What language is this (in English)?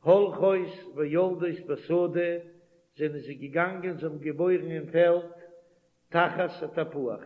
Yiddish